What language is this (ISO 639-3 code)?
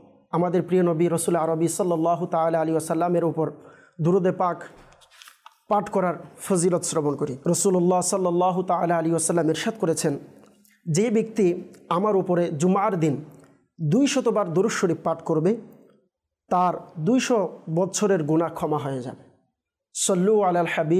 ben